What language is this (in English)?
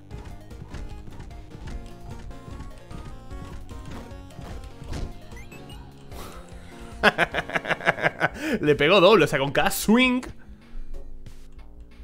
Spanish